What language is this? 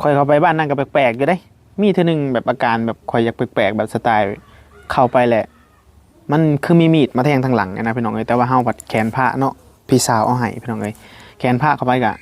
Northeastern Thai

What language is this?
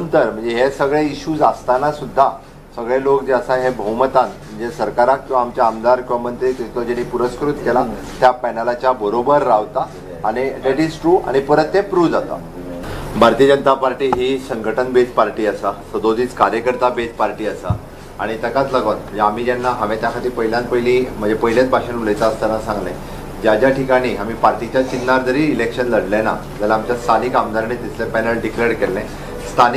Konkani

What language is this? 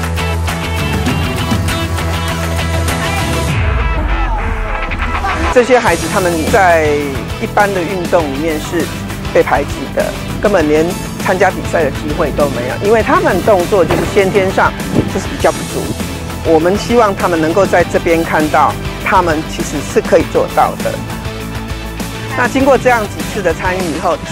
Chinese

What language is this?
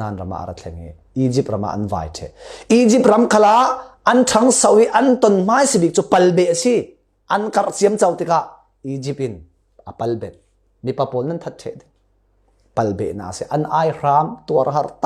Falam Chin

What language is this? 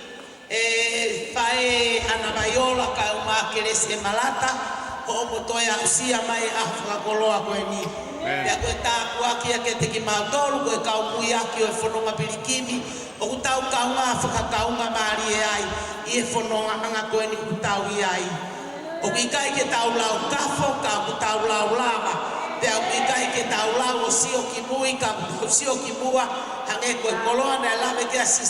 Tongan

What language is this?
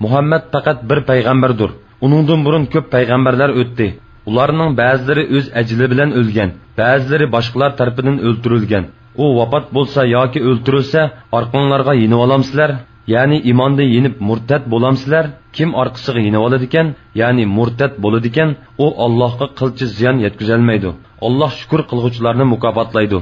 Uyghur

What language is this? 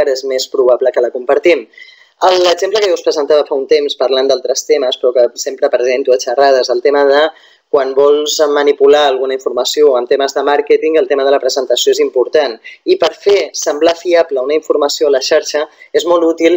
Catalan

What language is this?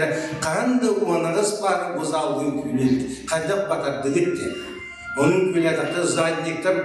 Yakut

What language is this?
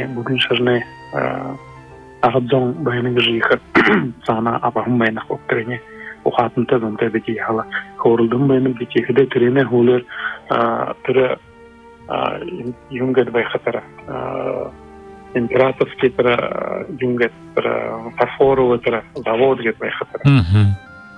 Buriat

